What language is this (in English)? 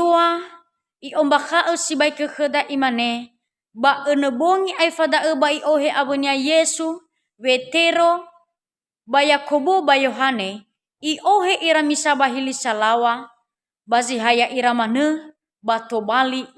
Nias